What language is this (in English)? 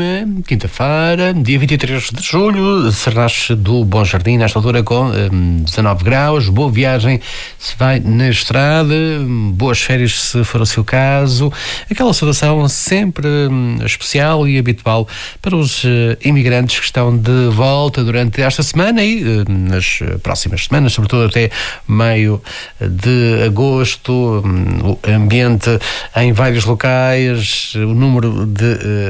Portuguese